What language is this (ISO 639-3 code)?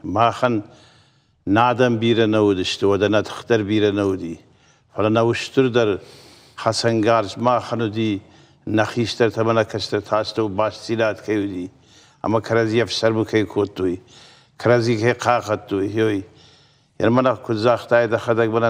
oss